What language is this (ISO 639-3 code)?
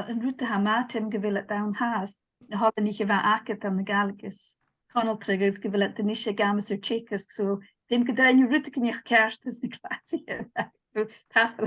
gla